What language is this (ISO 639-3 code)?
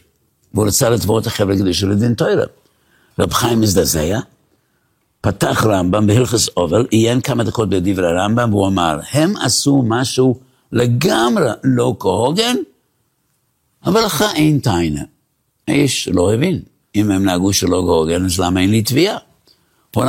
heb